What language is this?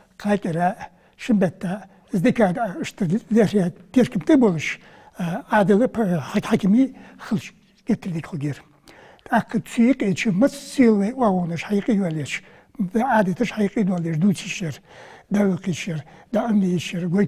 Ingush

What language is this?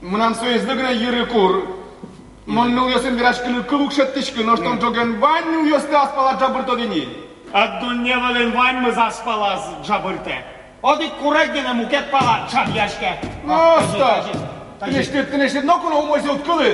Udmurt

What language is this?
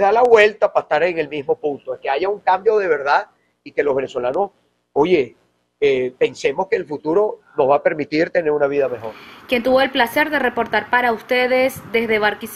Spanish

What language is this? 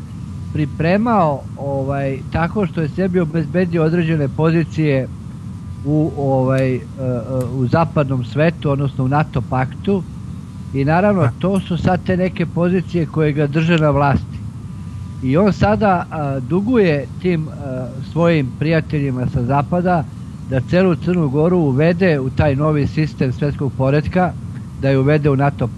Serbian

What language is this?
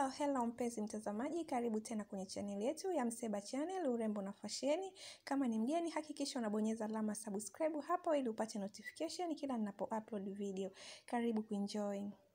Swahili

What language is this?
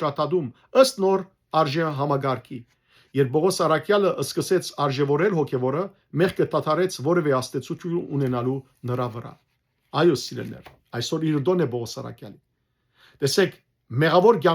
Western Armenian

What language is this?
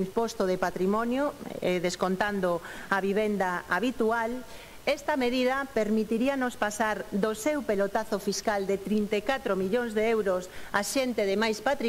Galician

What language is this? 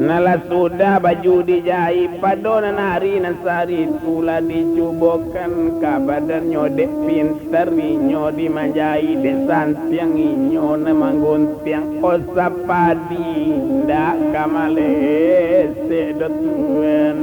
Minangkabau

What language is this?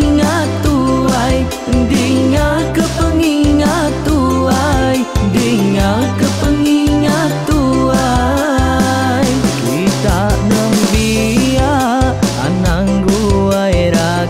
Iban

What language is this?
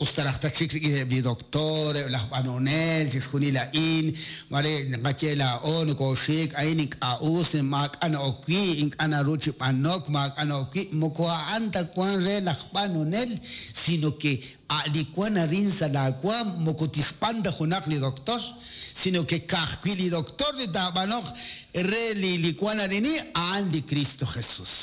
Kekchí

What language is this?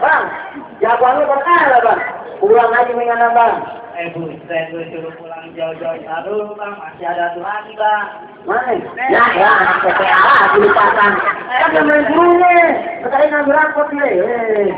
Betawi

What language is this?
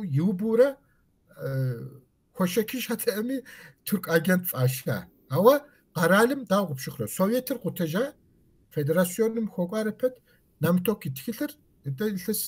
Kabardian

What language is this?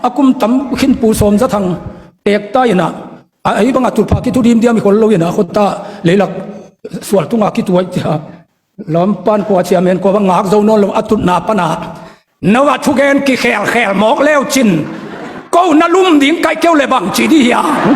Tedim Chin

